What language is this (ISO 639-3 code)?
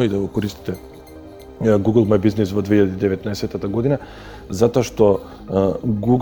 mkd